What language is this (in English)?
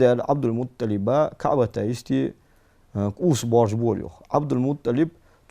Ingush